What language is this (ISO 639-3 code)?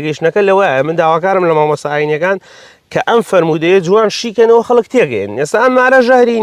ckb